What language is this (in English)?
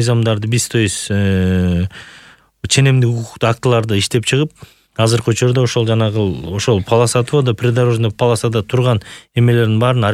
Kyrgyz